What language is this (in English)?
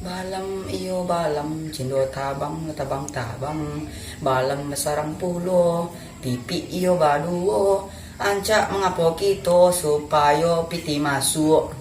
Minangkabau